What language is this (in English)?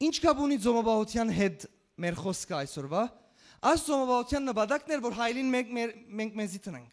Western Armenian